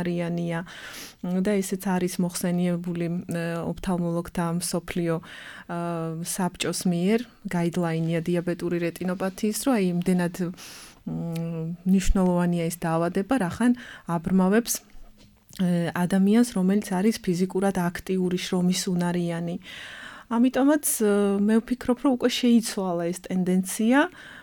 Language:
Georgian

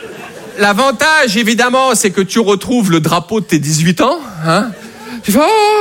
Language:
French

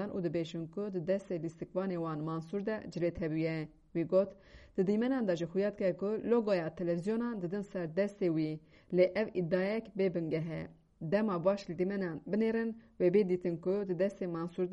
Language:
Kurdish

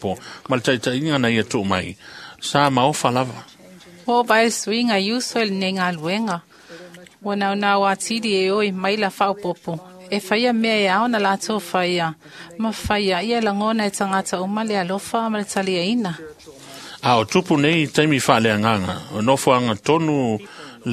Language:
Samoan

